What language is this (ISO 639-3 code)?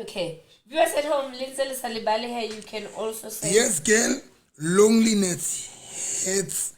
sot